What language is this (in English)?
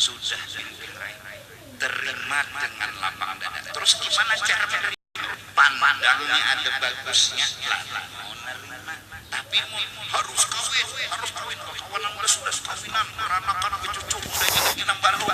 Banjar